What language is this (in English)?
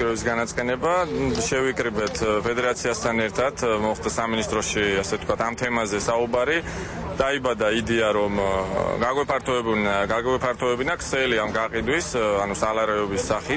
Georgian